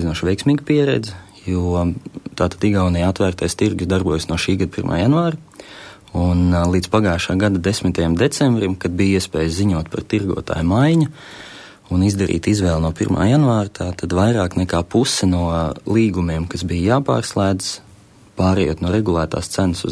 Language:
Latvian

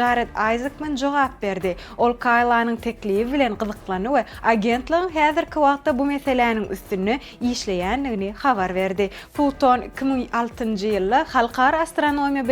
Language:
Turkmen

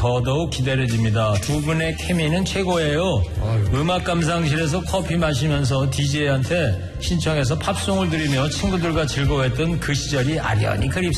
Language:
Korean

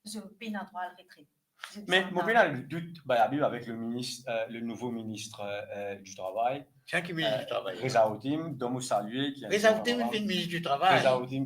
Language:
Morisyen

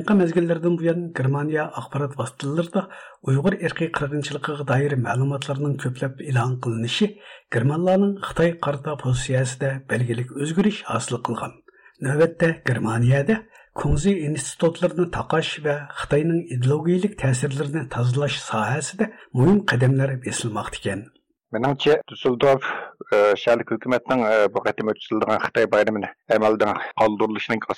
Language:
Uyghur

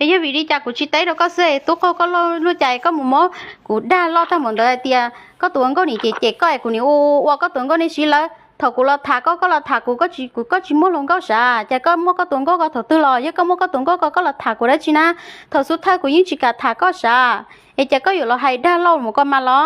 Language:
Hmong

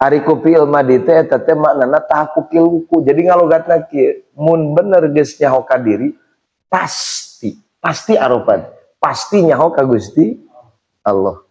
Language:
Sundanese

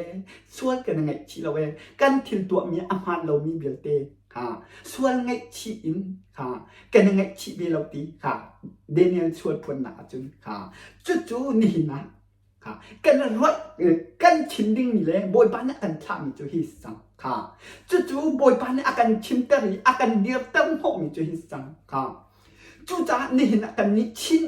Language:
Hakha Chin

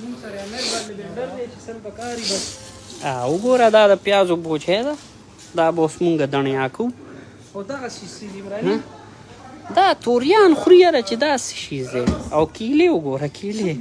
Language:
Pashto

